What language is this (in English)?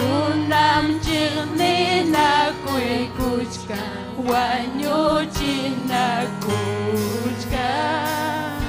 Ayacucho Quechua